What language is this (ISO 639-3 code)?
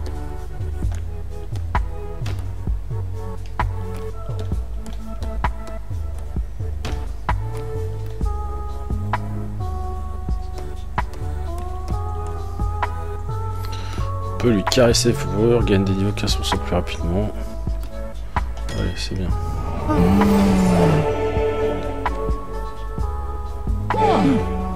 fra